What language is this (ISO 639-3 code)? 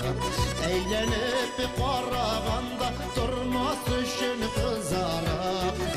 bak